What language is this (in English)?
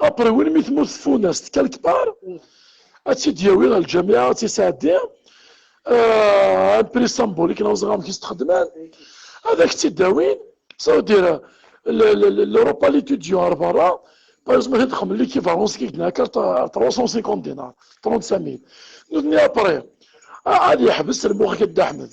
Kabyle